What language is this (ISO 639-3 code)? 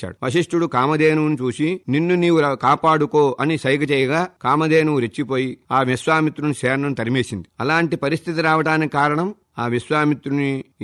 tel